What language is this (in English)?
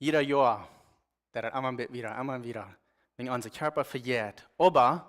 Plautdietsch